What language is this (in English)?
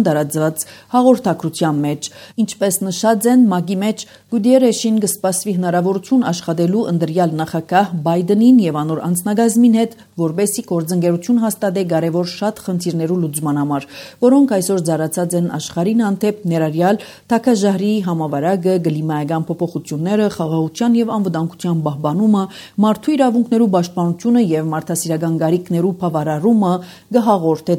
Armenian